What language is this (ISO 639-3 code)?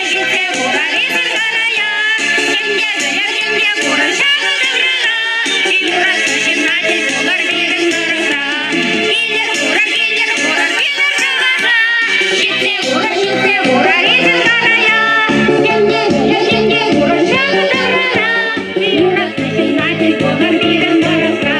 chv